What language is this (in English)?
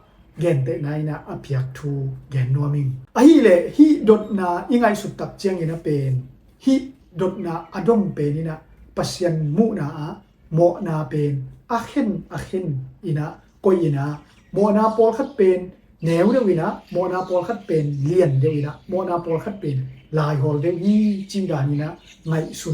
Tedim Chin